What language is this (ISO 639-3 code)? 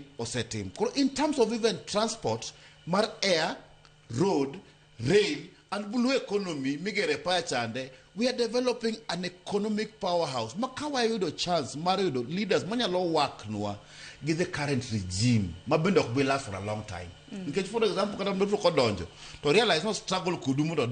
luo